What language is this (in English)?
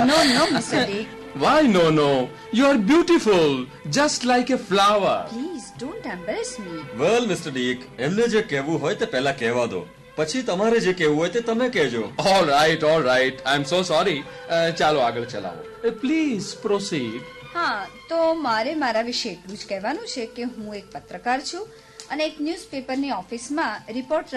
Gujarati